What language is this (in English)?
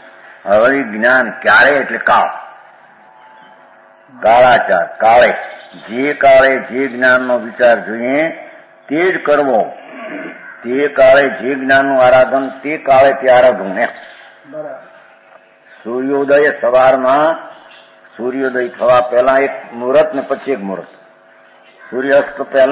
Gujarati